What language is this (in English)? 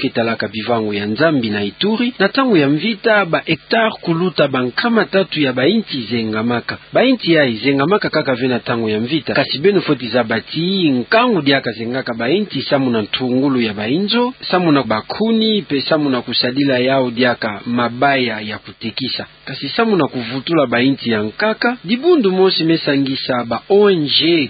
Kituba (Democratic Republic of Congo)